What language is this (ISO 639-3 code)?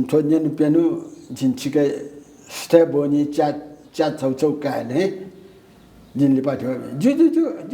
new